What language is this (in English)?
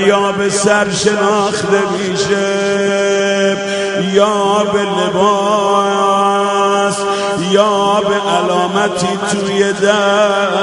Persian